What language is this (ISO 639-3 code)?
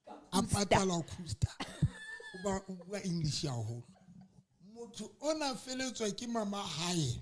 sot